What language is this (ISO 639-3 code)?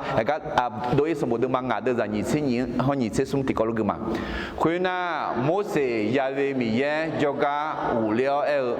ahk